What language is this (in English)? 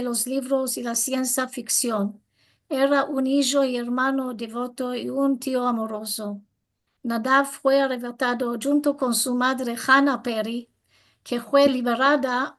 Ladino